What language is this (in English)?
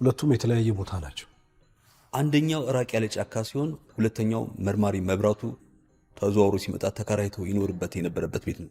Amharic